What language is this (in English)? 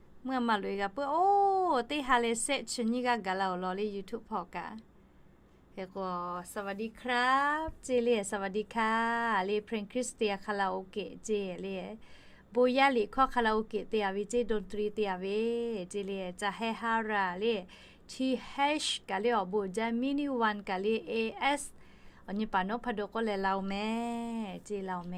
Lahu